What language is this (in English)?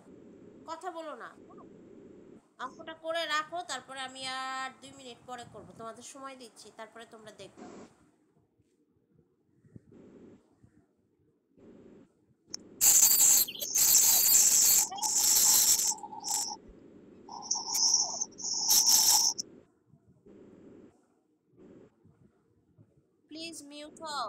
Bangla